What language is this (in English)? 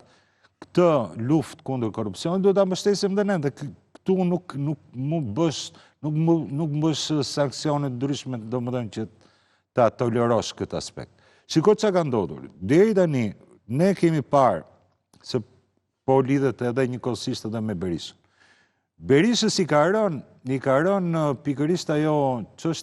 Albanian